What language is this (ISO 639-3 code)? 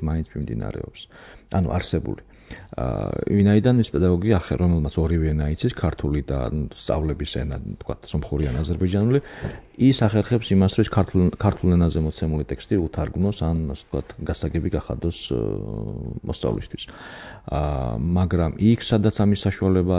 kat